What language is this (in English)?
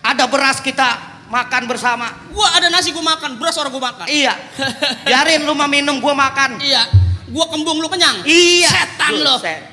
Betawi